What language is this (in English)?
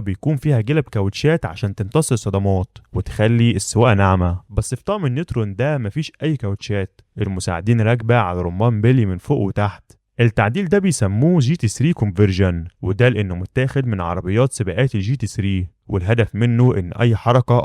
Egyptian Arabic